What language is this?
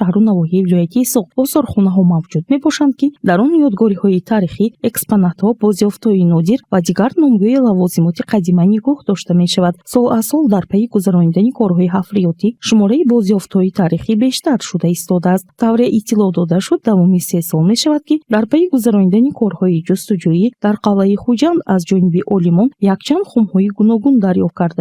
Tajik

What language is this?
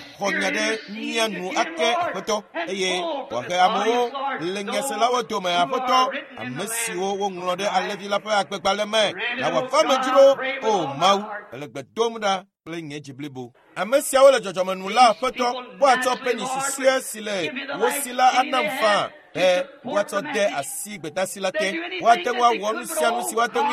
Ewe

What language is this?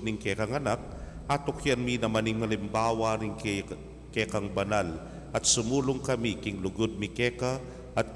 Pampanga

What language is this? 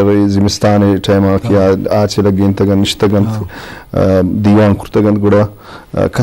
Eastern Balochi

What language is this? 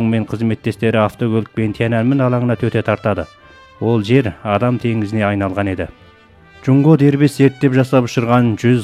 Kazakh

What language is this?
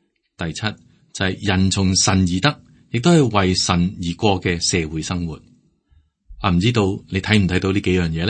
Cantonese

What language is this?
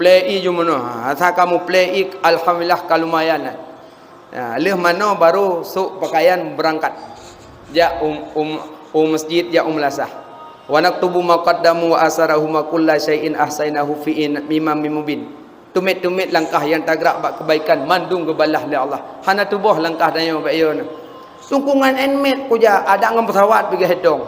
Achinese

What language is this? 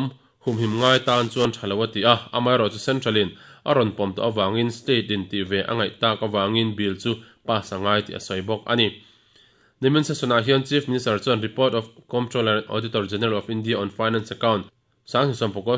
Mizo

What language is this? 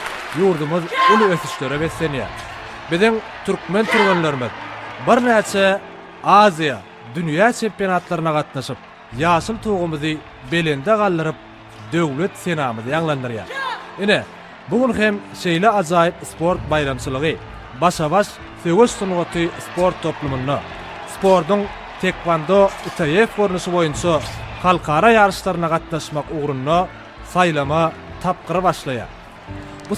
Turkmen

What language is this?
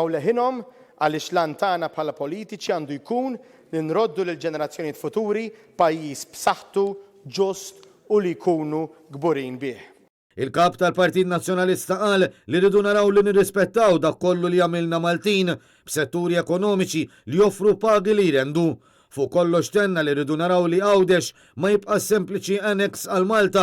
Maltese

